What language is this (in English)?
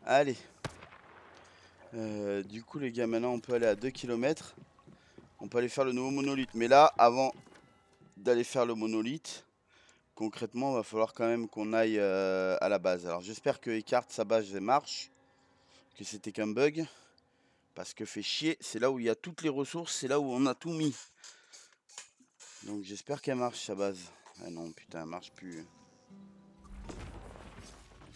French